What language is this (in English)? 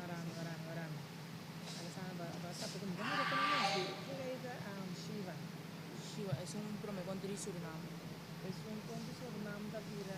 Papiamento